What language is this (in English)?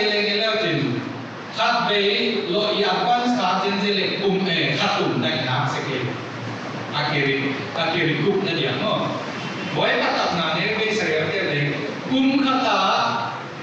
Paite Chin